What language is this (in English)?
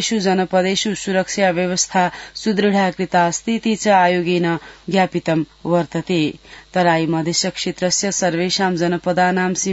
Sanskrit